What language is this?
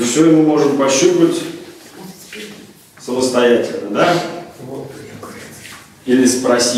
Russian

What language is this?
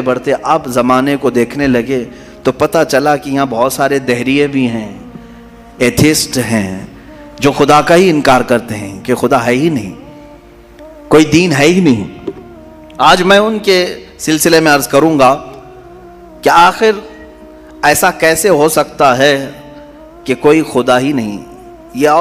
Urdu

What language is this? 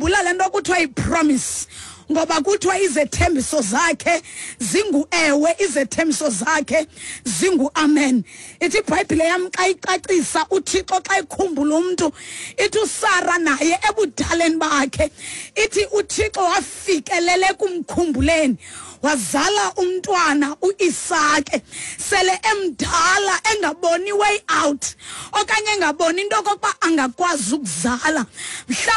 Xhosa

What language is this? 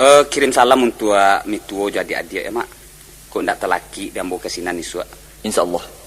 Minangkabau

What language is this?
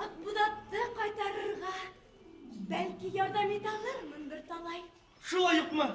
Bashkir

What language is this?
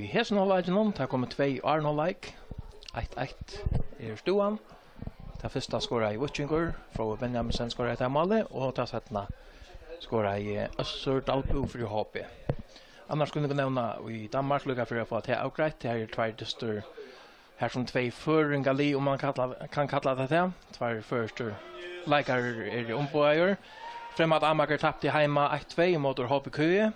Faroese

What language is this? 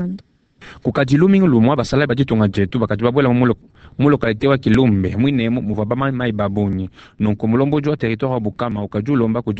Luba-Lulua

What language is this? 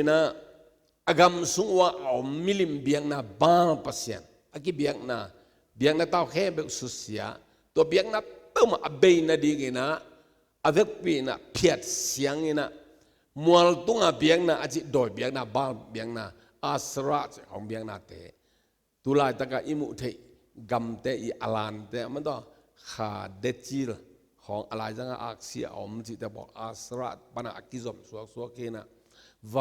Tedim Chin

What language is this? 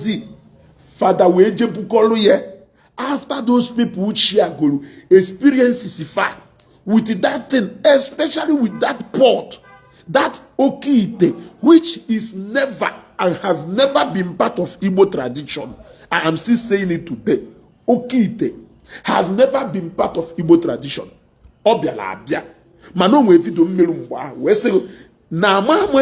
Igbo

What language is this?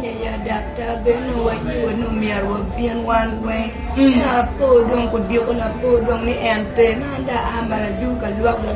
Acoli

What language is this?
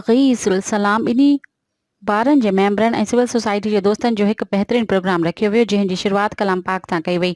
Sindhi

